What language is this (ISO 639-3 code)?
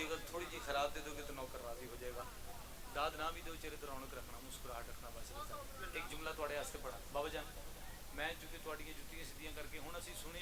phr